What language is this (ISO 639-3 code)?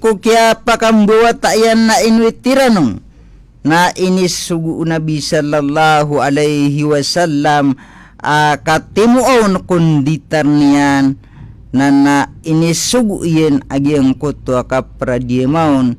mrw